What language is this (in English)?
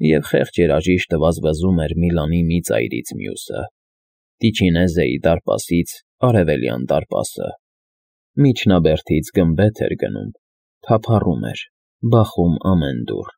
Armenian